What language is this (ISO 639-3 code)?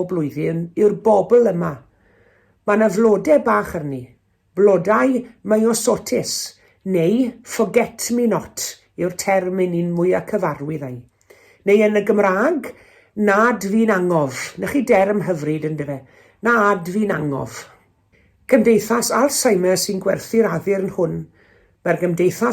cym